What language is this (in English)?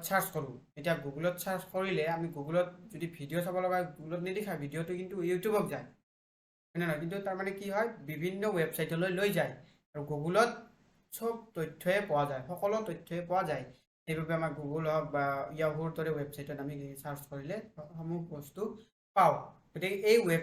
Assamese